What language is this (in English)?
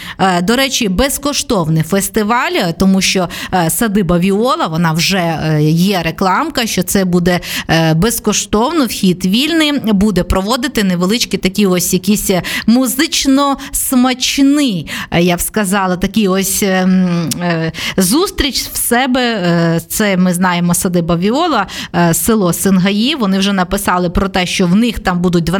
Ukrainian